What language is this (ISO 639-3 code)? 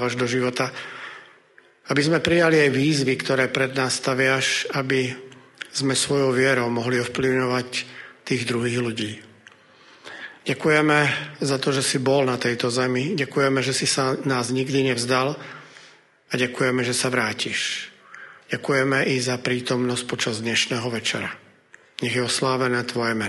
slk